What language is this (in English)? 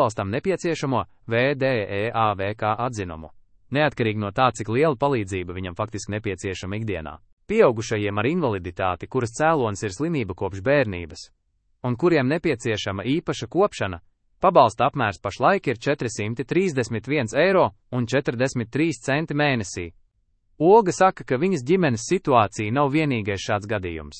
Latvian